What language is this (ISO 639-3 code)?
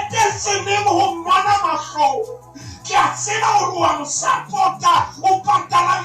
sot